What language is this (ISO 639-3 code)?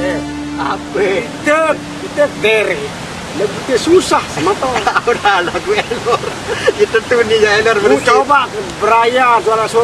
sas